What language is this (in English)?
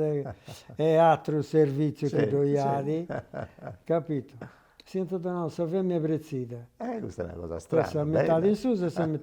Sardinian